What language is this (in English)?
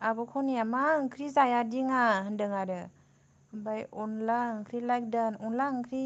Bodo